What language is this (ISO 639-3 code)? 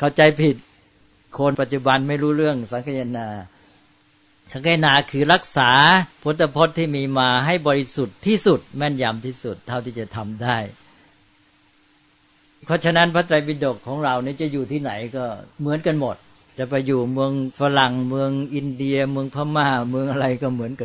tha